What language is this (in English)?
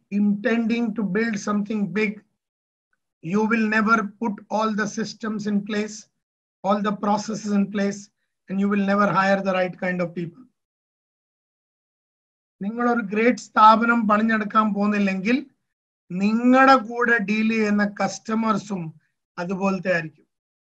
Malayalam